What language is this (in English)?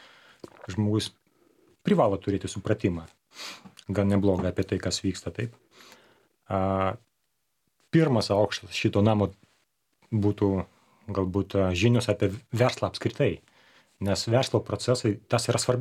Lithuanian